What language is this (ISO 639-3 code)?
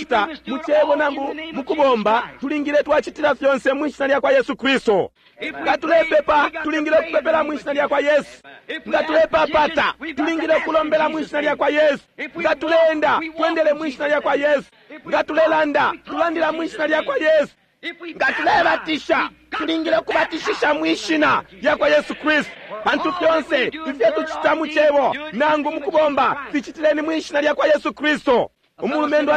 bem